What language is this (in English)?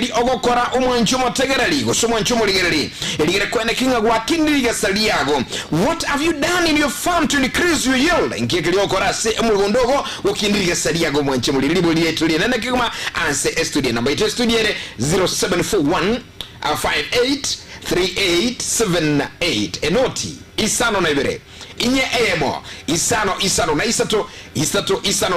Gusii